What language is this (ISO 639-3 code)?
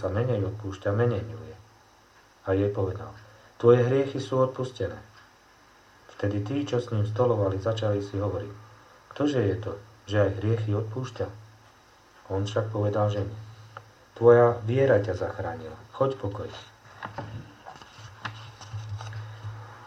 slk